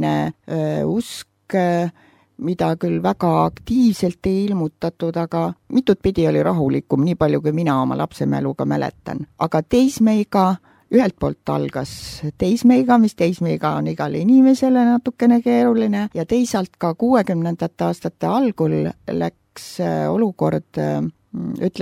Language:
Estonian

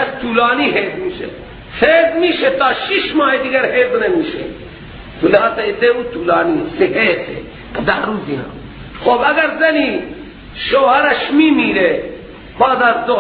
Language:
Persian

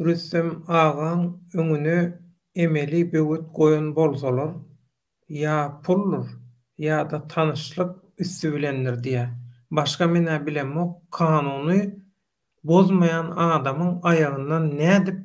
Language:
Turkmen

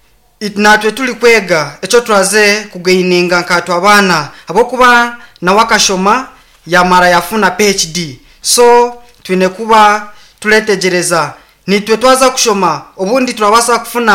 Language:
Nyankole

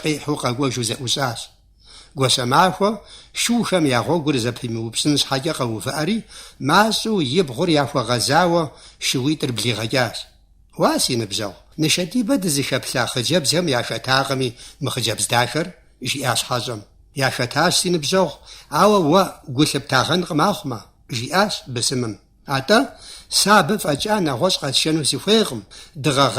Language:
Kabardian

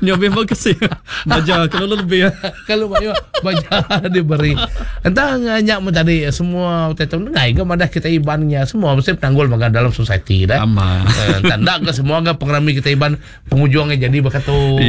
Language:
Iban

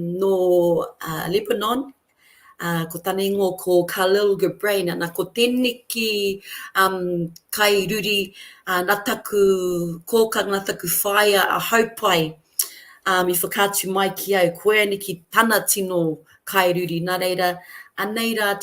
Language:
Māori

